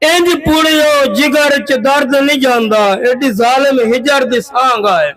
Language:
Saraiki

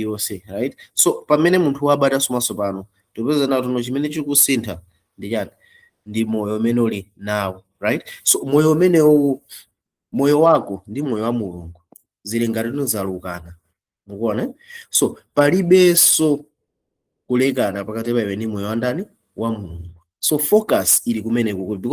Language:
Nyanja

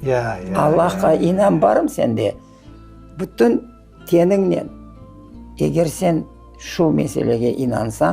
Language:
Crimean Tatar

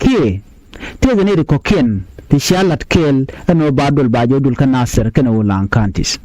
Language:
Nuer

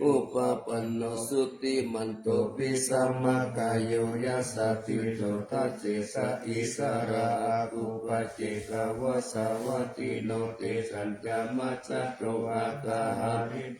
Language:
Pali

